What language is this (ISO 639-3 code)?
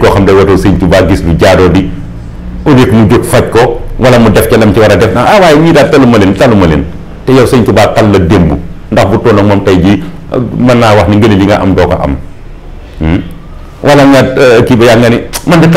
wol